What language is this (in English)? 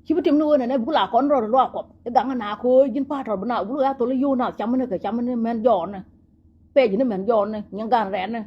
Nuer